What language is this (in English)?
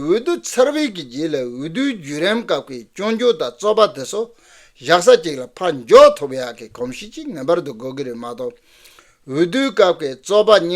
Tibetan